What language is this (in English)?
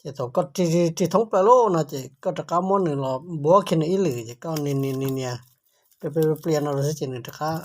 Hmong